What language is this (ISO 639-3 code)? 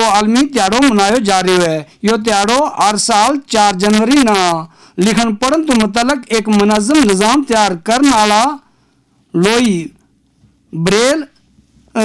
gju